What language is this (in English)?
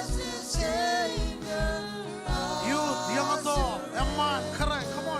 Marshallese